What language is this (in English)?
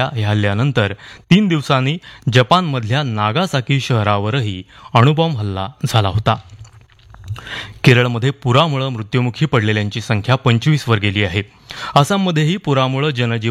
Marathi